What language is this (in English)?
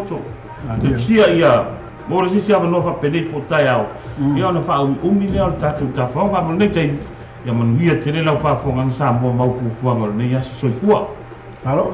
Samoan